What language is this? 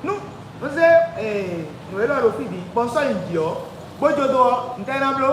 Fon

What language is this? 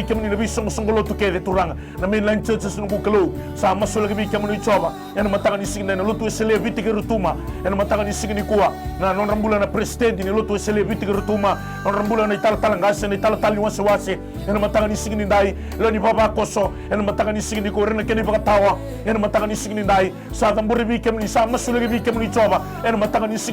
Fijian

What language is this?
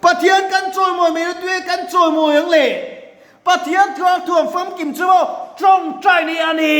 Mizo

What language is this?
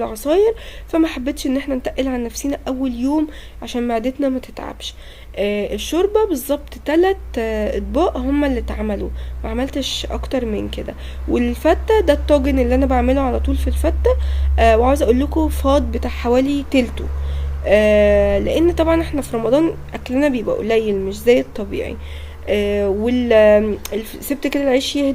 Egyptian Arabic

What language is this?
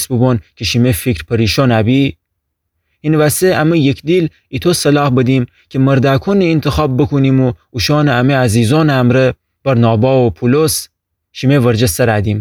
Gilaki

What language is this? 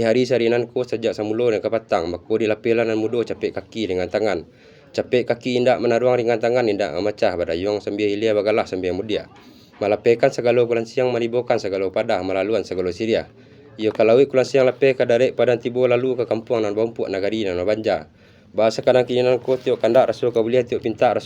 Minangkabau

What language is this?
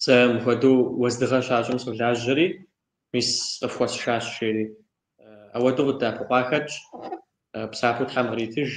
Kabardian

